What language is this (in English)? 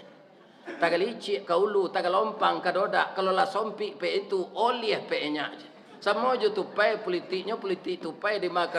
Minangkabau